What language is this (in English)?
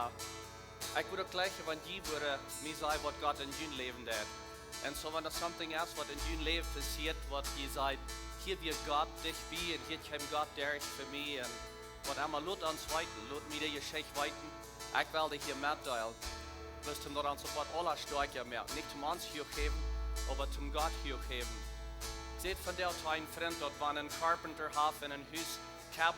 Plautdietsch